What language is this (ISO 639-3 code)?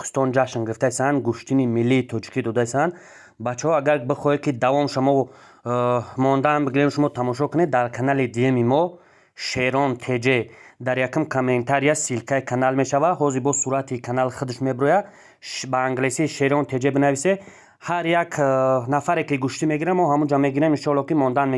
tgk